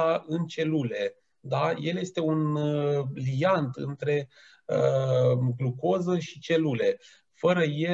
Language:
Romanian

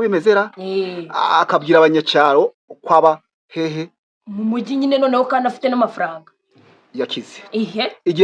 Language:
Kinyarwanda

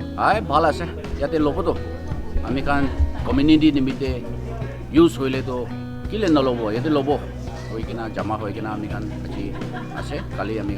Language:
Naga Pidgin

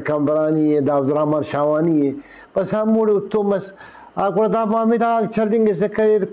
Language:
Brahui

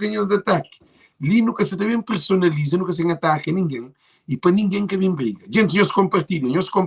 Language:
Kabuverdianu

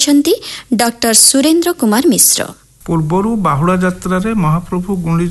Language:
Odia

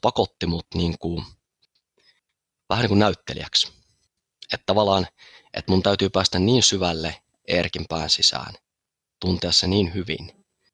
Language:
Finnish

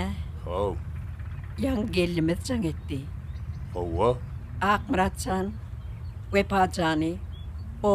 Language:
Turkmen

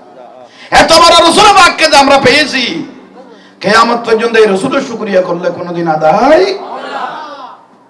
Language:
Bangla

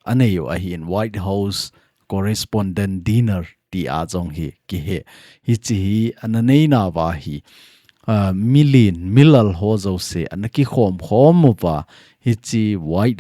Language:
Thado Chin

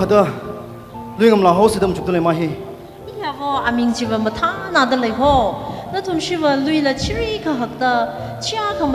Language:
Tangkhul Naga (India)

